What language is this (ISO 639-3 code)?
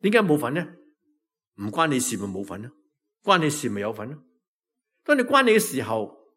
yue